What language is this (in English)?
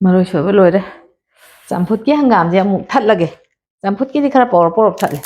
Manipuri